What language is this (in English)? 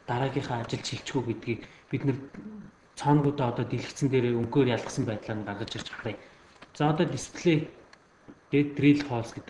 Mongolian